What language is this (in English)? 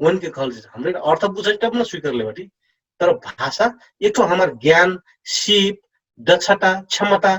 Dangaura Tharu